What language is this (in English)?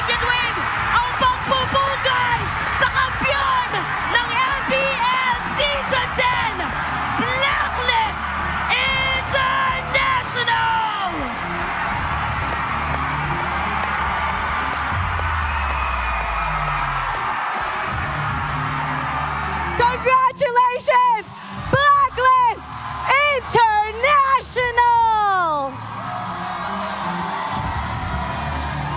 Filipino